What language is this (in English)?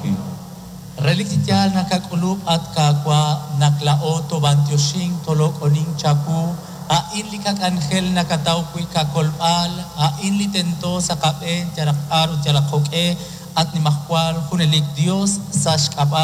Kekchí